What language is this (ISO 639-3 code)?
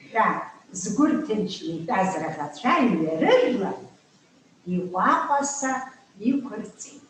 abk